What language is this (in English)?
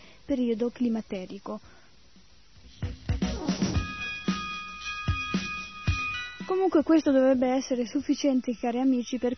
Italian